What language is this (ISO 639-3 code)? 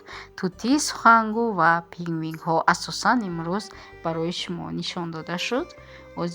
tgk